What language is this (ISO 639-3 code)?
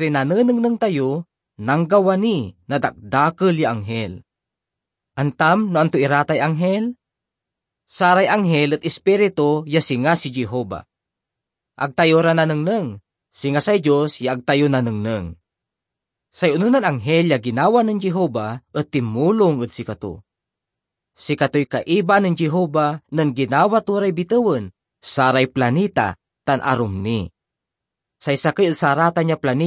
pag